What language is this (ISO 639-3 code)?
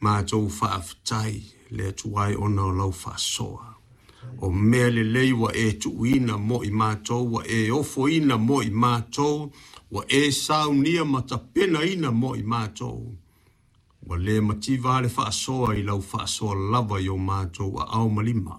smo